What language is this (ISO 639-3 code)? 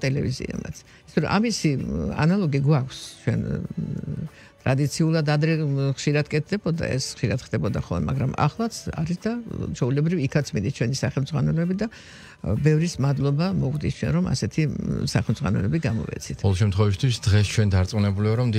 kat